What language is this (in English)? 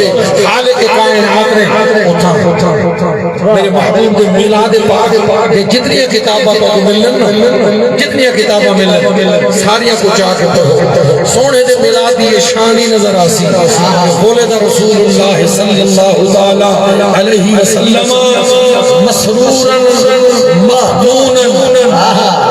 Saraiki